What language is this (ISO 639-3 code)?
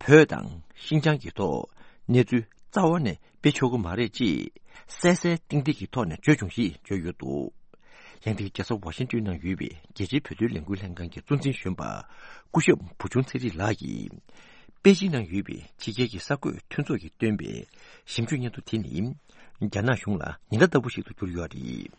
bod